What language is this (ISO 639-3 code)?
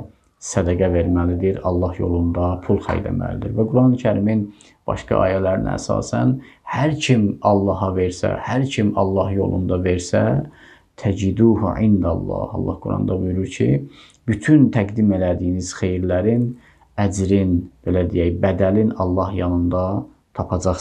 aze